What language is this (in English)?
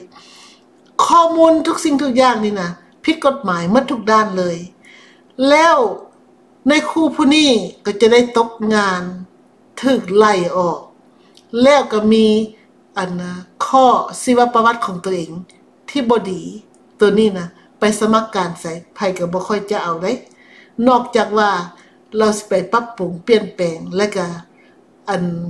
Thai